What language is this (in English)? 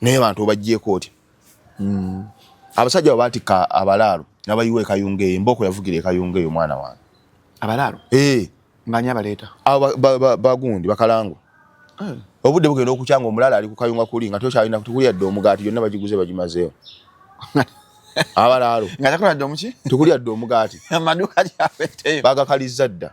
Ganda